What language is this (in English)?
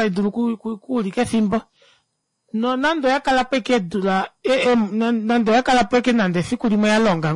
Kuanyama